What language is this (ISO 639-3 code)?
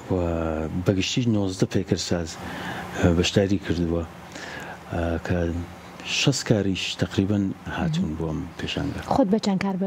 ckb